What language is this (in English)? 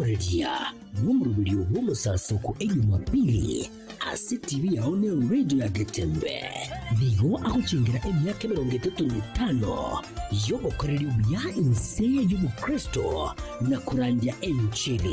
Gusii